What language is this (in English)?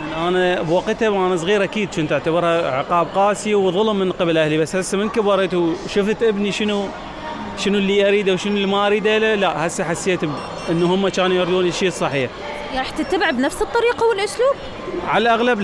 Mesopotamian Arabic